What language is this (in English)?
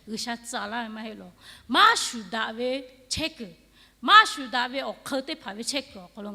Lahu